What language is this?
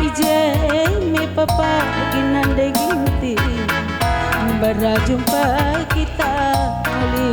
Batak Karo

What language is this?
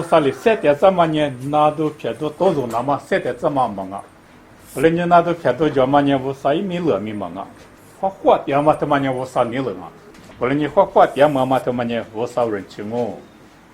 Lisu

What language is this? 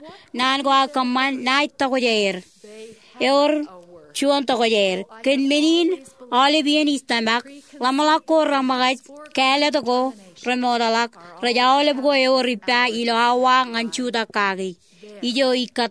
Marshallese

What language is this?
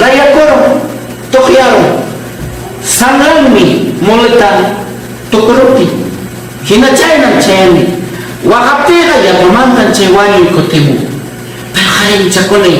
Ayacucho Quechua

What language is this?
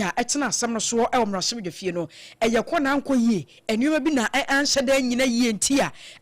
Akan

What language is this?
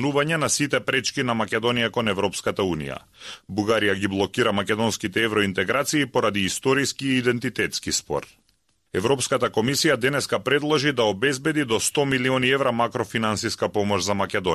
Macedonian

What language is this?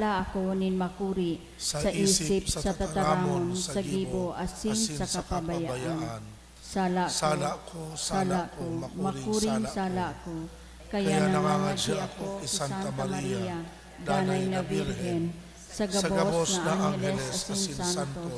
Bikol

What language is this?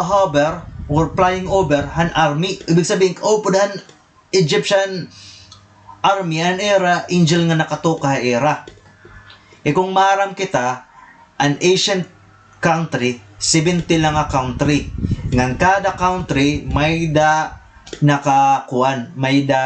Waray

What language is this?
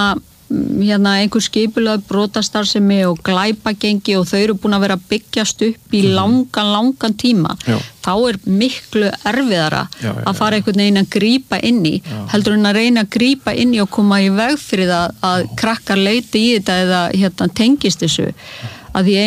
Icelandic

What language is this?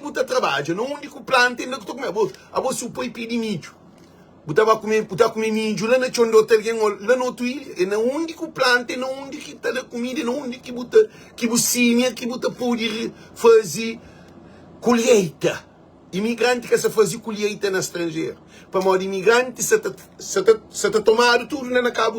Kabuverdianu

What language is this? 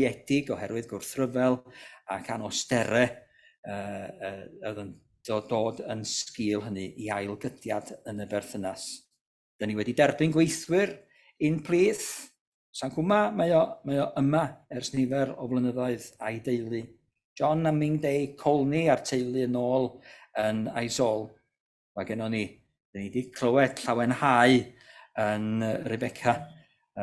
Welsh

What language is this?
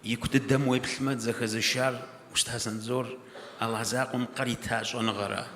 Kabardian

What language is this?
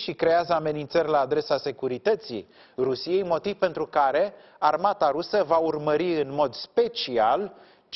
Romanian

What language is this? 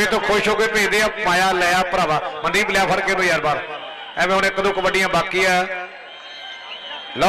Punjabi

